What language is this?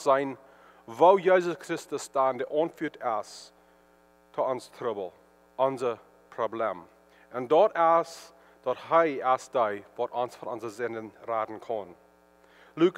Plautdietsch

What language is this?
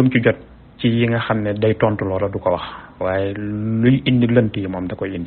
Wolof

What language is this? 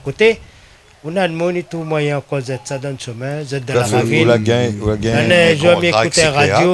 Réunion Creole French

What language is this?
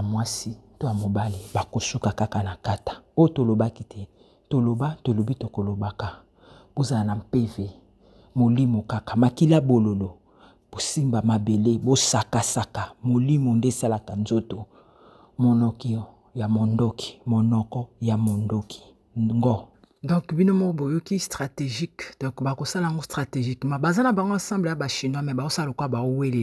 Lingala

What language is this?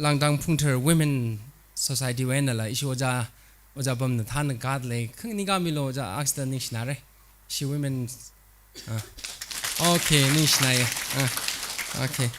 Tangkhul Naga (India)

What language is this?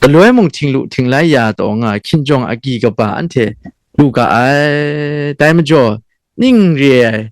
Kachin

